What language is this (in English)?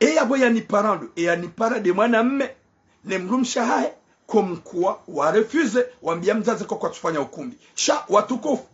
Ngazidja Comorian